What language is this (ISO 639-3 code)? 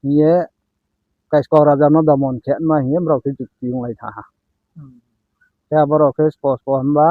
ria